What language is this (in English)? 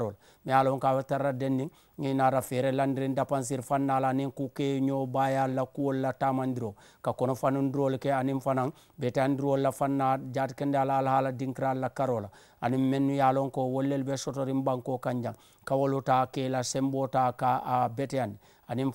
Mandingo